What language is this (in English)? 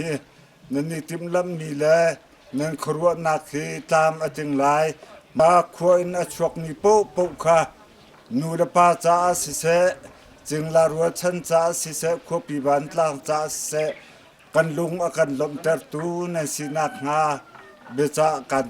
Hakha Chin